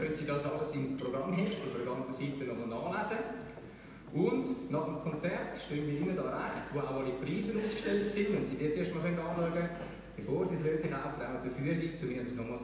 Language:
German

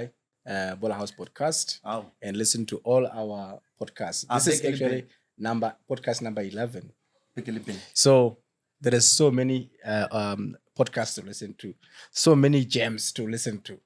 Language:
Northern Sotho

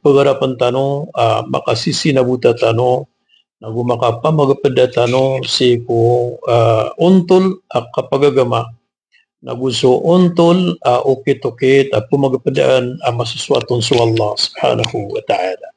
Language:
Maranao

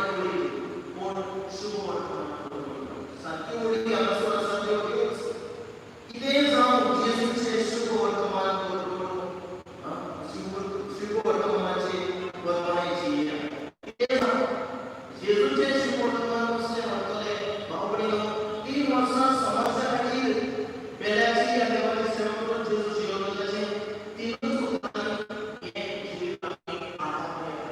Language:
Konkani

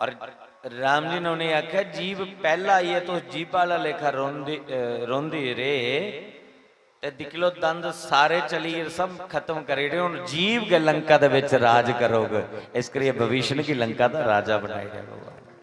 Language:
Dogri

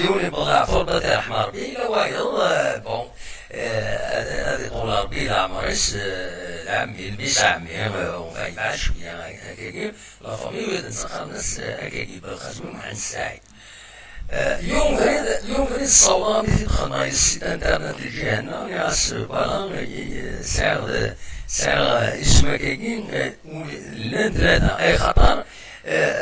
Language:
Kabyle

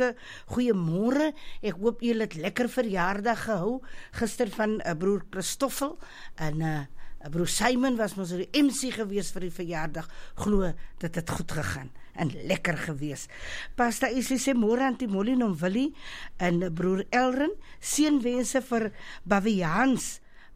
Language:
Afrikaans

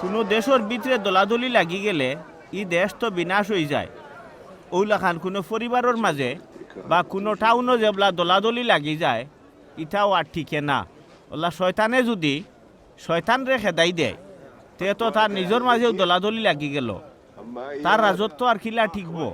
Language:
Sylheti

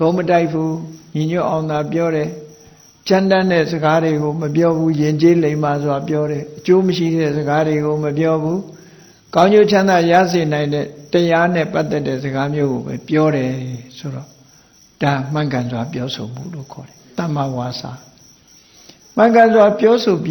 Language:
Burmese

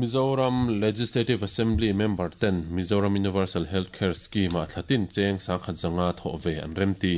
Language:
Mizo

